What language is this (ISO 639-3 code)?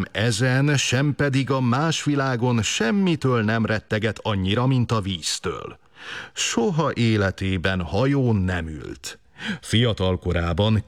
hun